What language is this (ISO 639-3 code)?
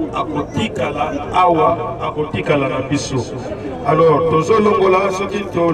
lin